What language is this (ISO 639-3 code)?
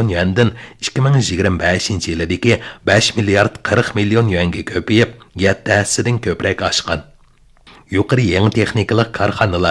uig